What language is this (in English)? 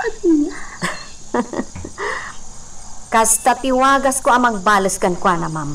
Iloko